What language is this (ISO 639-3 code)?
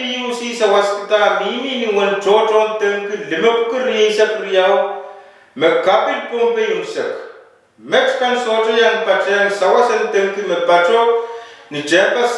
pon